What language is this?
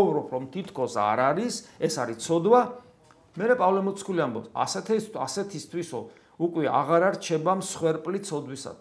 Georgian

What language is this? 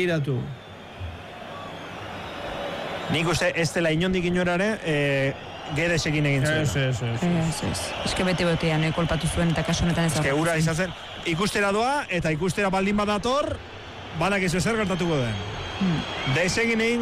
Basque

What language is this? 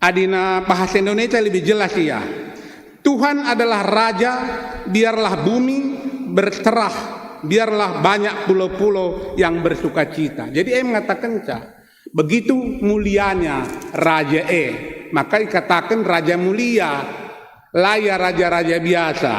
Batak Karo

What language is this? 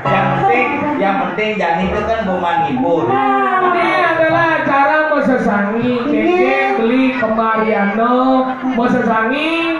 Balinese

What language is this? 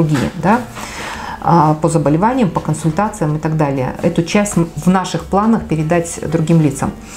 Russian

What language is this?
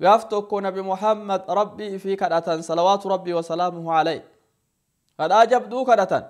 Oromo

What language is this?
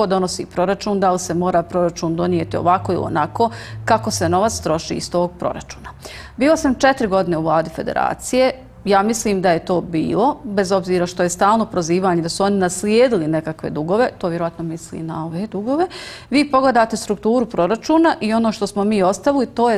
Bosnian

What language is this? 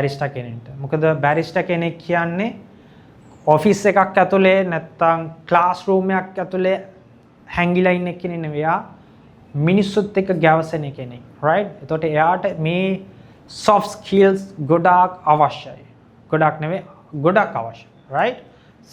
Sinhala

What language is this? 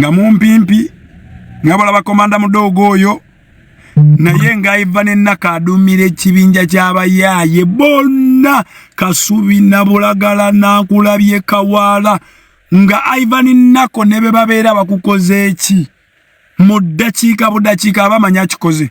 Ganda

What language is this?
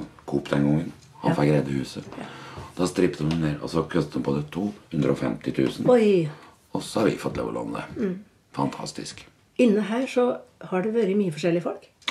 Norwegian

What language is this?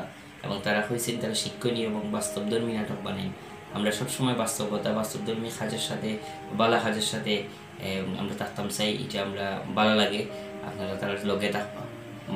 Sylheti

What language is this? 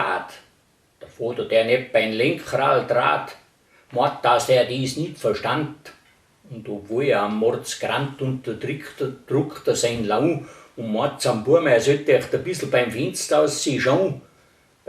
Bavarian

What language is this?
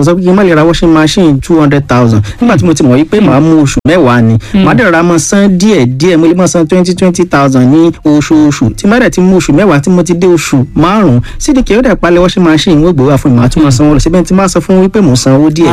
Yoruba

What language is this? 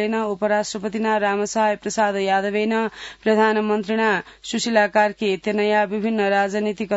Sanskrit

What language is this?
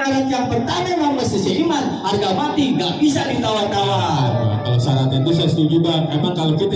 Betawi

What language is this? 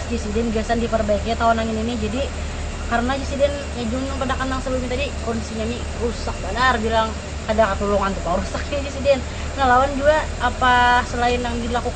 Banjar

